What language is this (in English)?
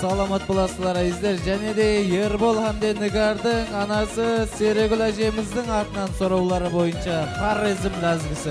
Kara-Kalpak